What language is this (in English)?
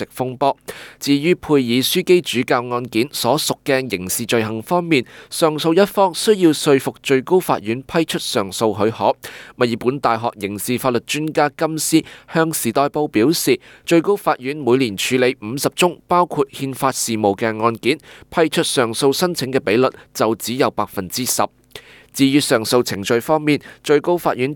Cantonese